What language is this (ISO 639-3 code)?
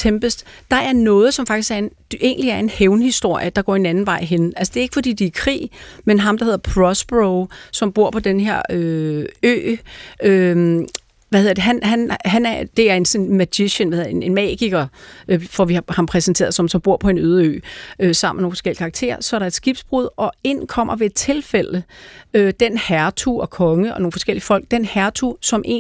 dan